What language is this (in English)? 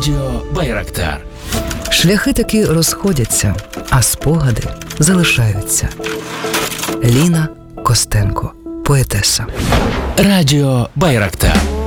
Ukrainian